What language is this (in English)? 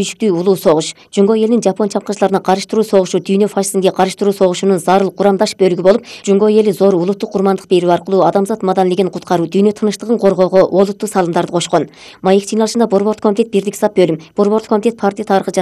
Kyrgyz